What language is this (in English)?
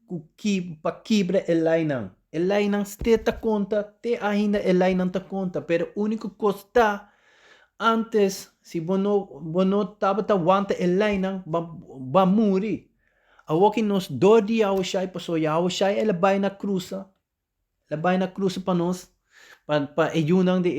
Papiamento